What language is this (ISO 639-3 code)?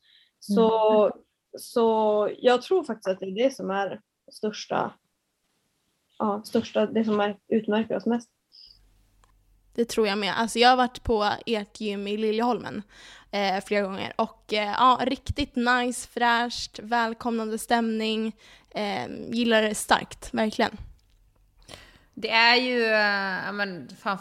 swe